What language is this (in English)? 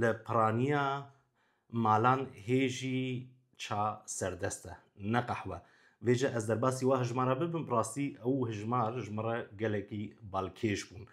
Kurdish